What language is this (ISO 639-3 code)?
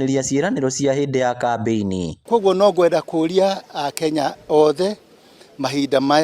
kik